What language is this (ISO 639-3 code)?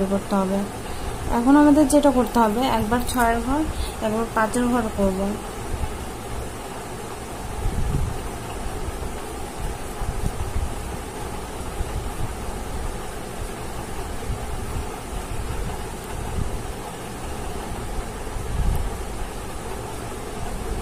ben